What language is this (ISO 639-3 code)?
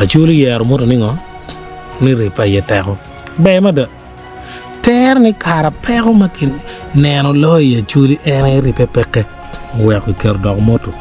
ach